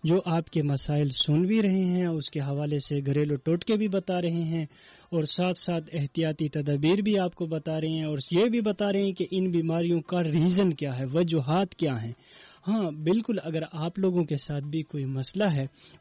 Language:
Urdu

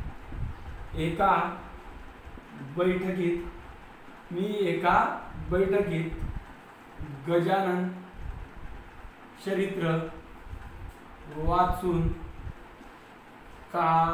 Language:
Marathi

